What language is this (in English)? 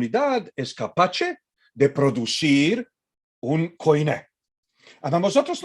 Ladino